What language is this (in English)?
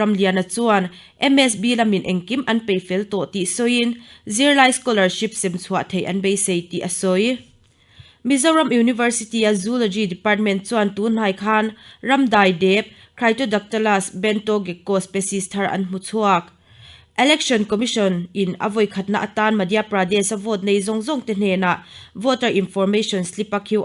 Mizo